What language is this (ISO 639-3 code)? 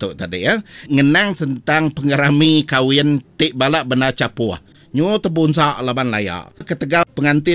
iba